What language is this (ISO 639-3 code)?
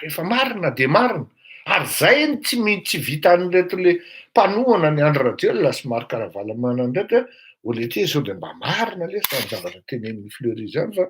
mlg